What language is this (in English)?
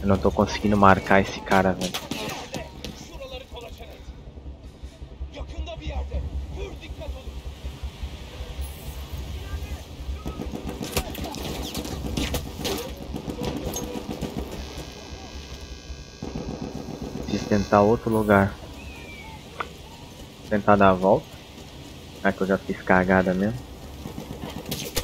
Portuguese